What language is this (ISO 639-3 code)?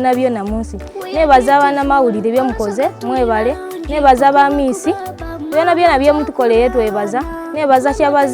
xog